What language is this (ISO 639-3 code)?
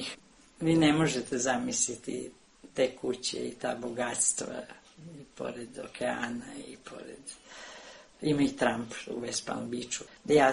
srp